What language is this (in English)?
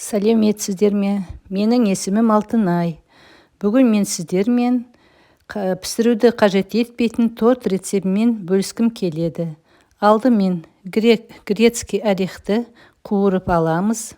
Kazakh